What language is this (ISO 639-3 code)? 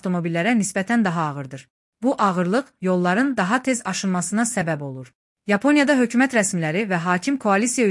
aze